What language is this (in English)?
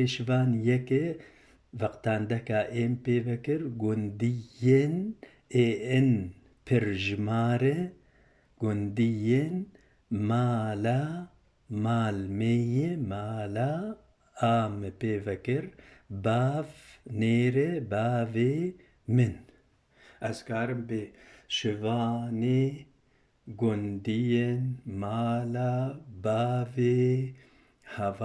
Kurdish